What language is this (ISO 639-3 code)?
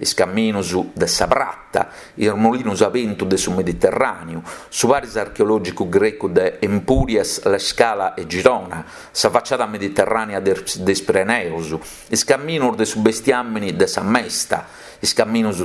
srd